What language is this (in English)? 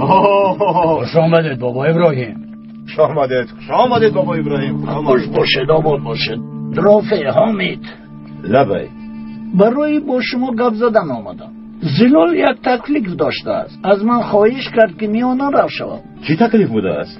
Tajik